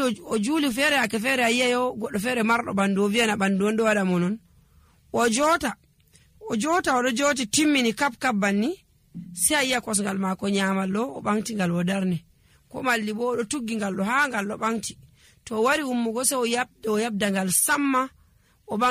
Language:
Nigerian Fulfulde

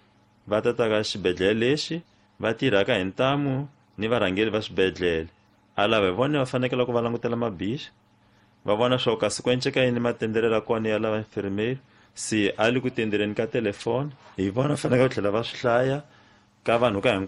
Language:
Tsonga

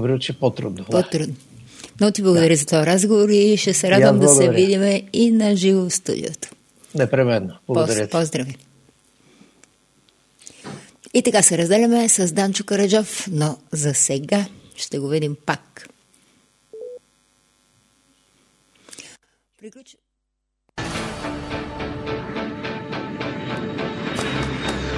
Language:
Bulgarian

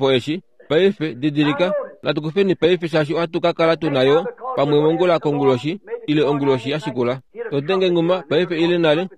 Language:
Kuanyama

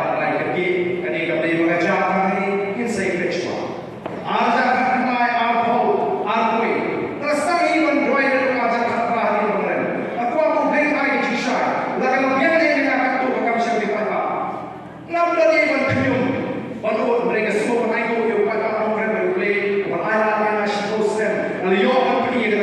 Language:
Khasi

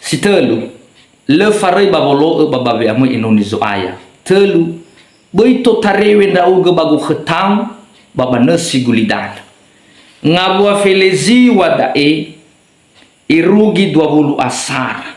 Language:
Nias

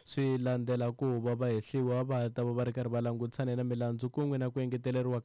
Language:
Tsonga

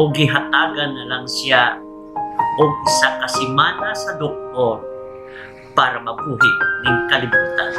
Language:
Cebuano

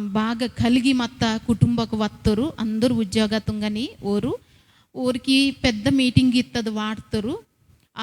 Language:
Koya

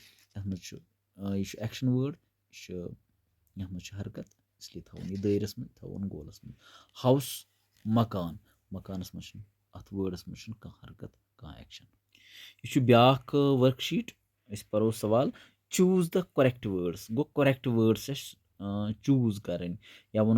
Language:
Kashmiri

